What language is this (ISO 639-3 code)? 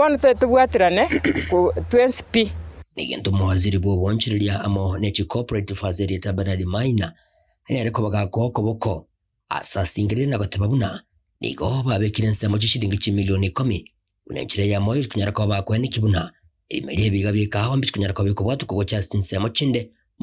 guz